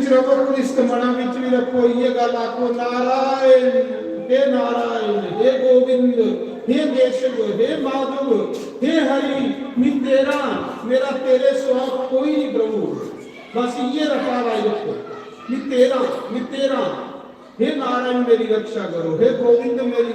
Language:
Dogri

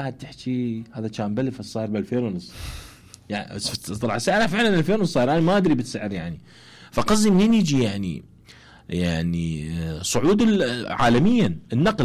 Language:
Mesopotamian Arabic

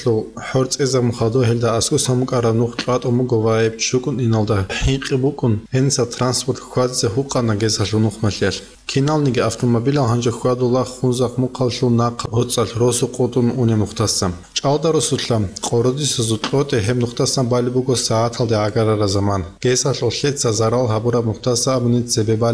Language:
Avaric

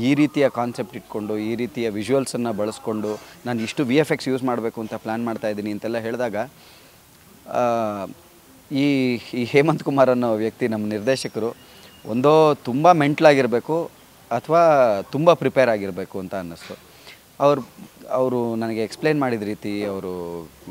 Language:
Kannada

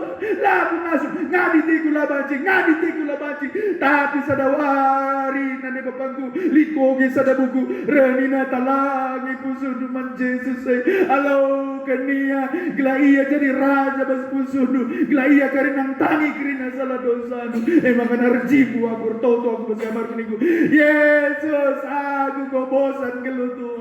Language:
Batak Karo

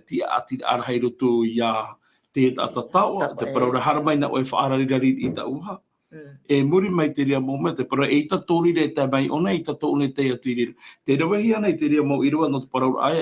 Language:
Tahitian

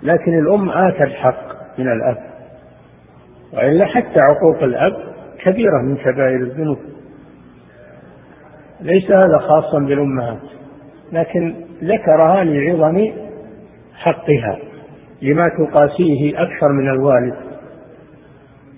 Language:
Arabic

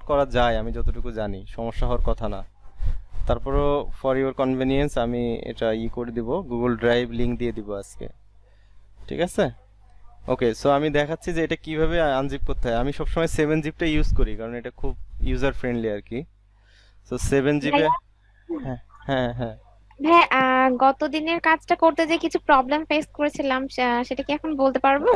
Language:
Bangla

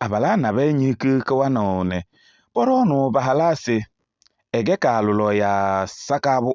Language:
Kabiyè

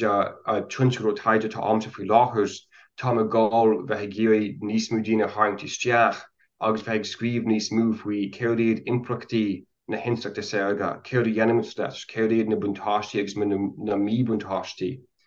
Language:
Irish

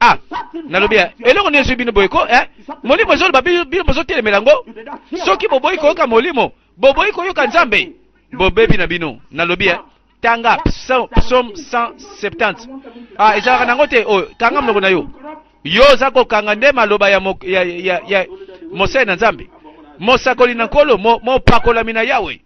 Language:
Lingala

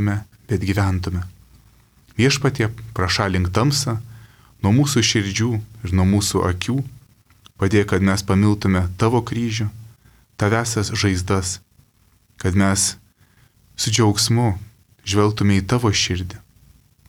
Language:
Lithuanian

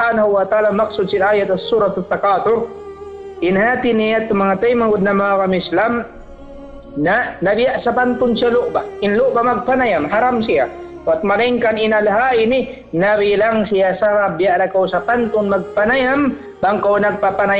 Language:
Tausug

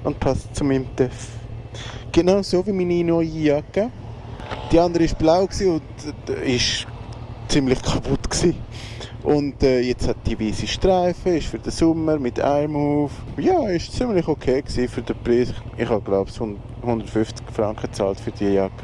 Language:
Swiss German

